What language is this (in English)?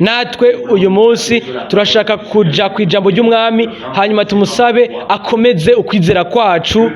Rundi